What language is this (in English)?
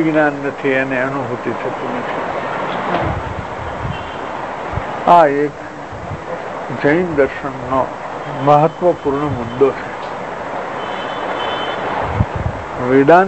Gujarati